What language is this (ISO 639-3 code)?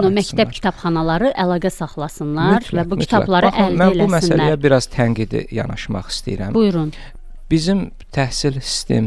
aze